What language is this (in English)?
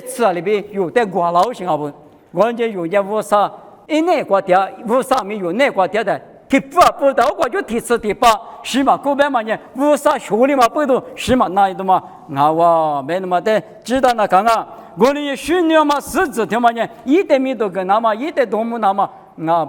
Lisu